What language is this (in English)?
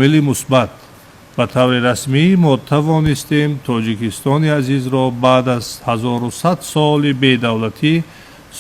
Tajik